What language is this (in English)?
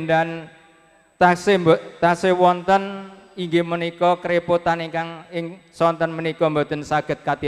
Javanese